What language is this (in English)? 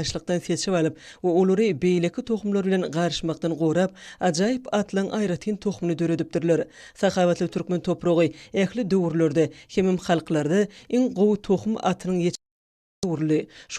Turkmen